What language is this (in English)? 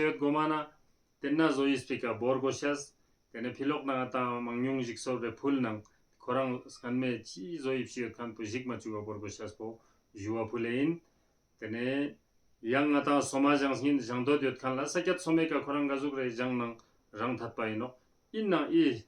Ladakhi